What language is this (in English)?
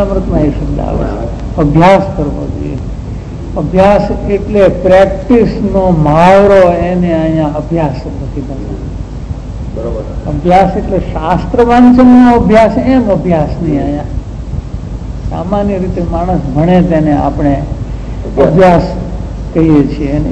Gujarati